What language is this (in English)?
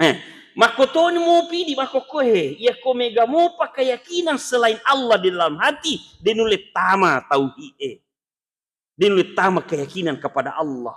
Buginese